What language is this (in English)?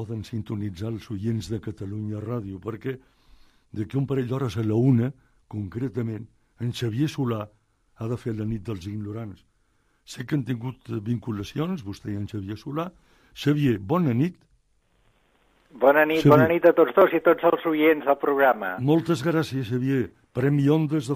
Catalan